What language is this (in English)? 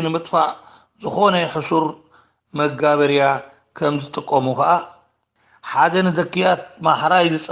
Tigrinya